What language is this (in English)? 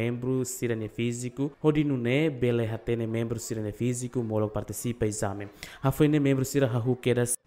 Tetum